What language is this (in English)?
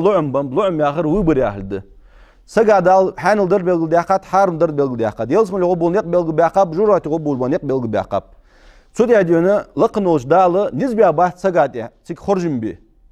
Ingush